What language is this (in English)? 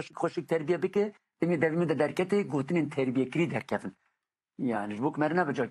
Kurdish